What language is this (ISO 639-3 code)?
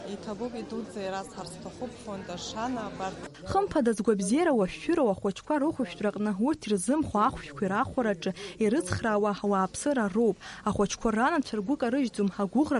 abk